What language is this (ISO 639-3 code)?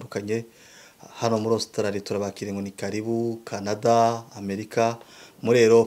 kin